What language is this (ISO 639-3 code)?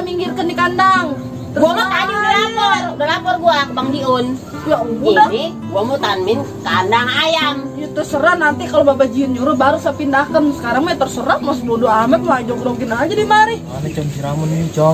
bew